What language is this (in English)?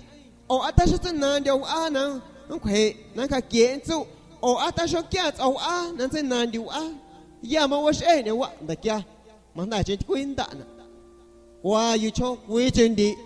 San Pedro Amuzgos Amuzgo